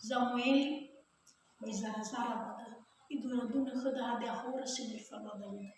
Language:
Nias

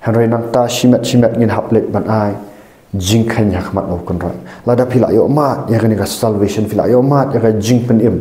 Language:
Khasi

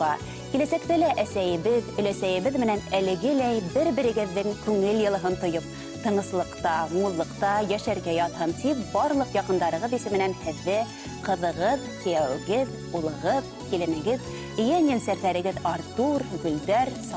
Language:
Bashkir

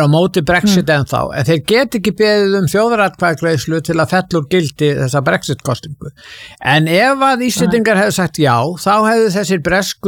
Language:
Icelandic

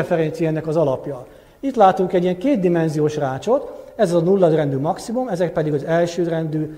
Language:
Hungarian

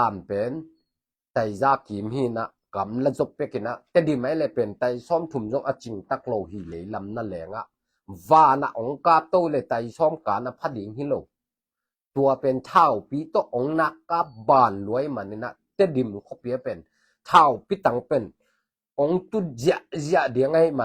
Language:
Tedim Chin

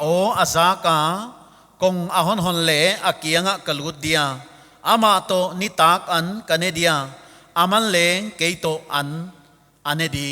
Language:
Paite Chin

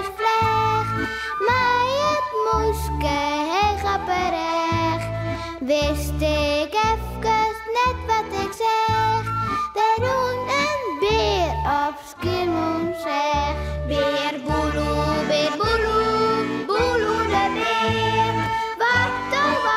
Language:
Western Frisian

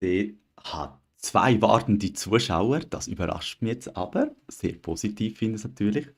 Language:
Swiss German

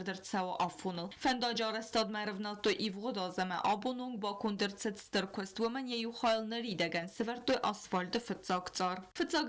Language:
Ossetic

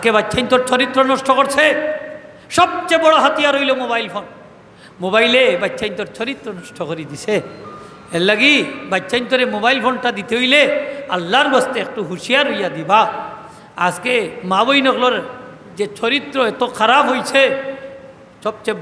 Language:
Sylheti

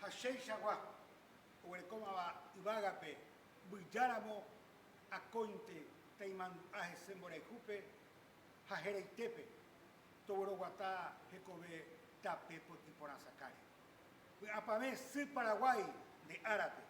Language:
Guarani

